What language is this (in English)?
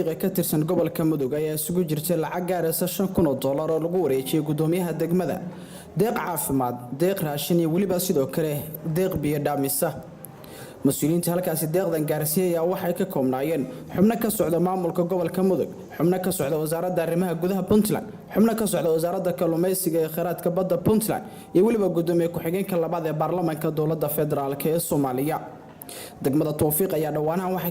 Somali